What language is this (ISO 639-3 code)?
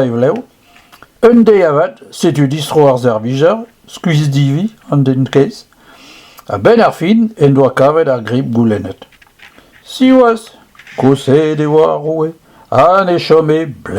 bre